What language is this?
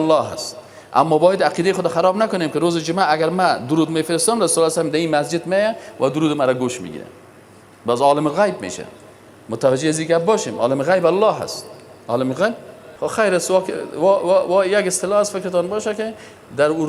Persian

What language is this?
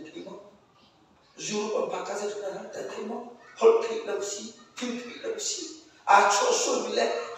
Hakha Chin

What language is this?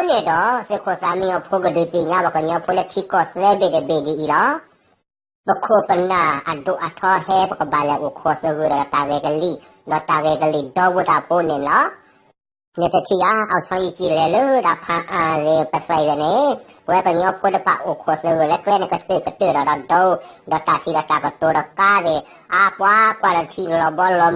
S'gaw Karen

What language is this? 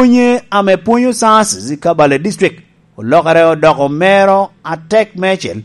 Lango (Uganda)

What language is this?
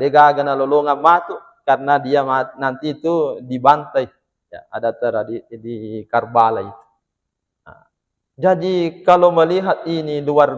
Buginese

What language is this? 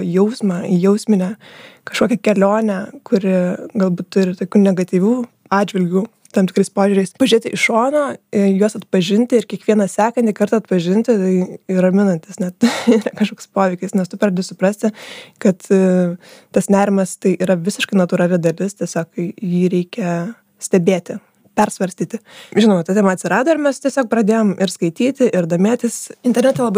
Lithuanian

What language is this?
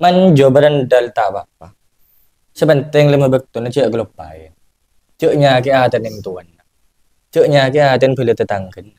Madurese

